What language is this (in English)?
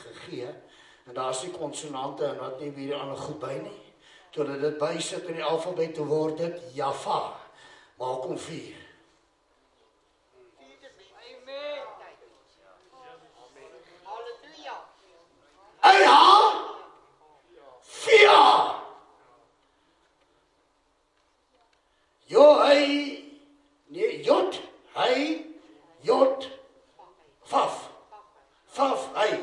Afrikaans